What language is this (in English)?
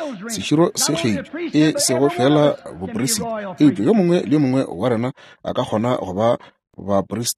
Northern Sotho